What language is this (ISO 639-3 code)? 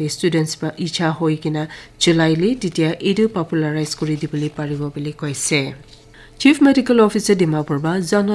nag